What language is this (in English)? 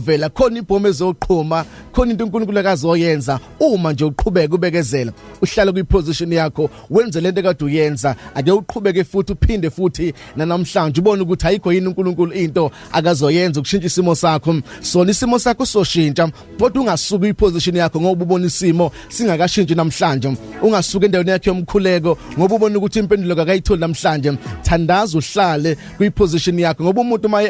Zulu